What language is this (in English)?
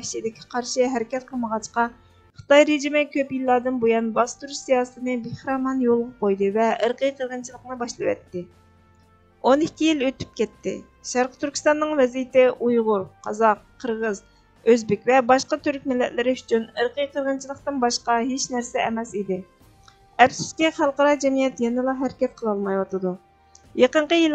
Uyghur